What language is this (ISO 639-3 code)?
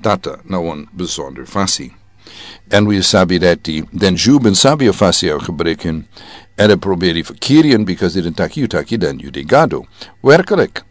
srn